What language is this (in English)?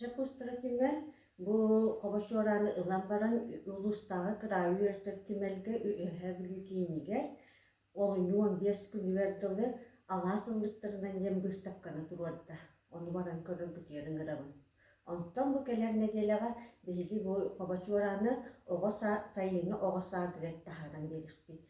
Yakut